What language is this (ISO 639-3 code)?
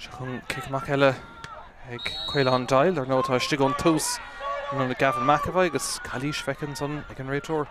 gle